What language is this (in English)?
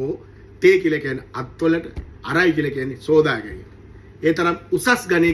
Sinhala